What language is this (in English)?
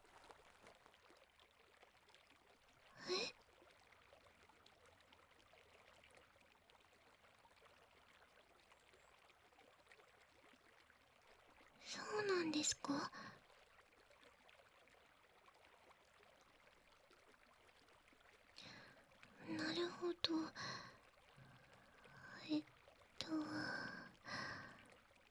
Japanese